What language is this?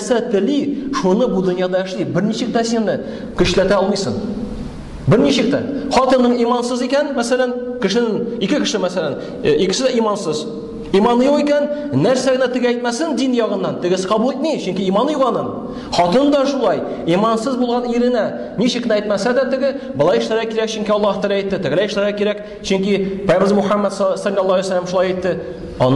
Tatar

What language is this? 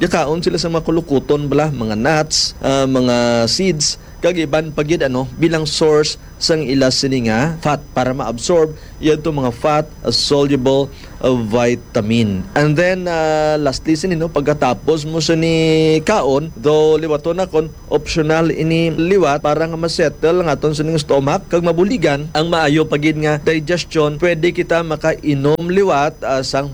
Hiligaynon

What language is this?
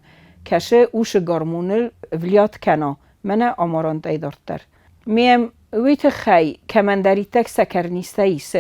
Ossetic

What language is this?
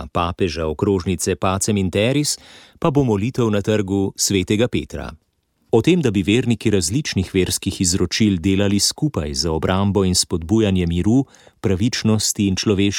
Slovenian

